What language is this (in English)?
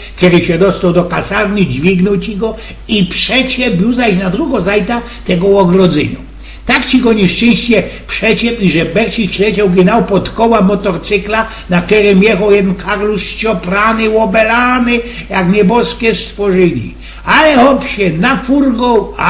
Silesian